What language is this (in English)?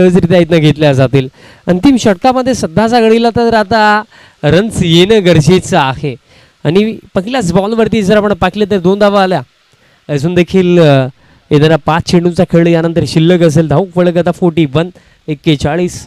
Marathi